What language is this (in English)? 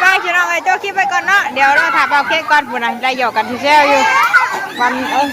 Northeastern Thai